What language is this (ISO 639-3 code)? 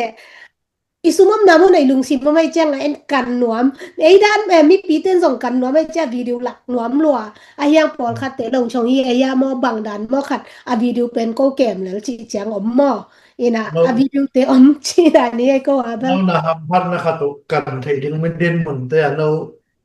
ctd